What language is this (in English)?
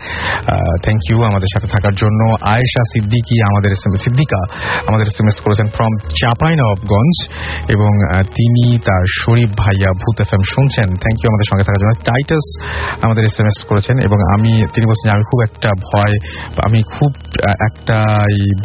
Bangla